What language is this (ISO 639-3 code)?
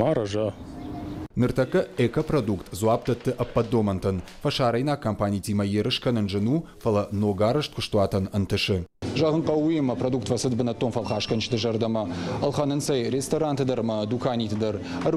oss